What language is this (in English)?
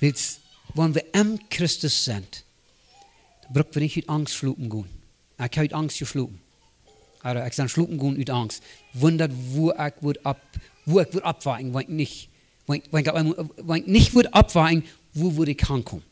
Plautdietsch